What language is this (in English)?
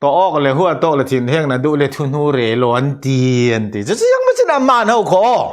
Falam Chin